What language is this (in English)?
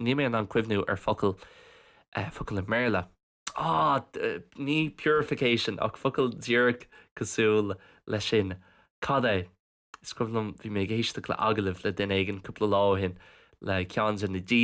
Irish